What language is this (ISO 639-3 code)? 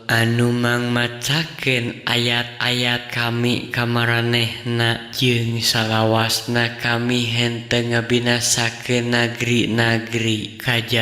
sun